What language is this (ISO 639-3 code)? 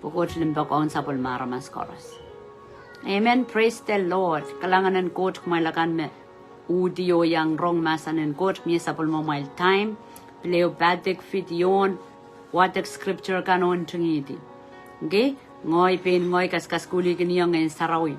pon